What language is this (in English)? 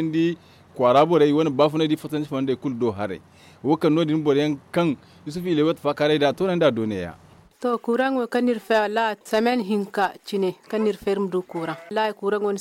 Zarma